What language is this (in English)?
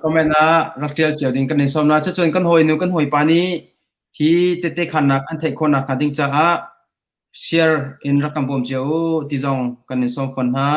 Hakha Chin